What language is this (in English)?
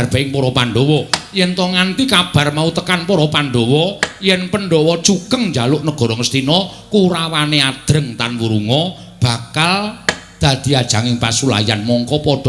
Javanese